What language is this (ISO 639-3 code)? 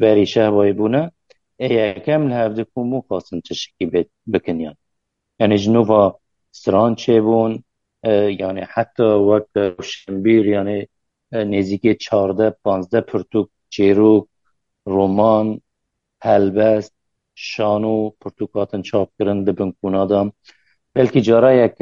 kur